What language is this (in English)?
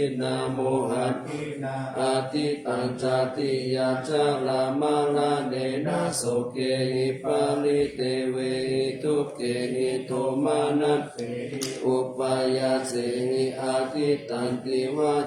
Pali